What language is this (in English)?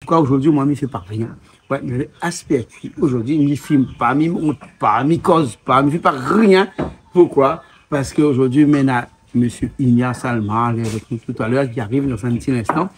Réunion Creole French